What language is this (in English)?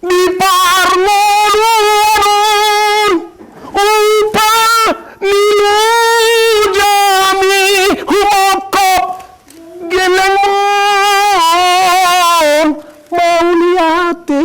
Batak Toba